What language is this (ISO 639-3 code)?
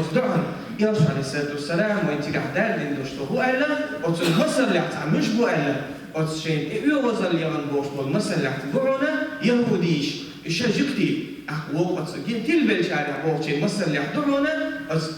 che